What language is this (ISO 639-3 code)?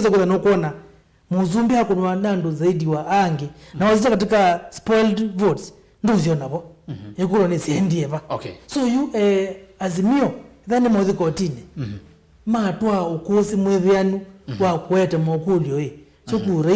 kam